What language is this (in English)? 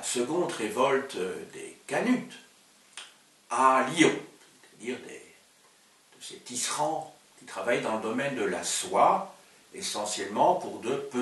French